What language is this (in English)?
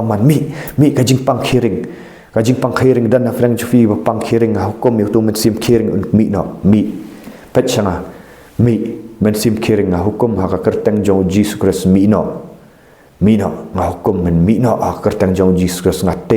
Khasi